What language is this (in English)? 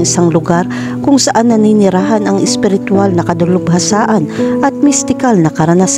Filipino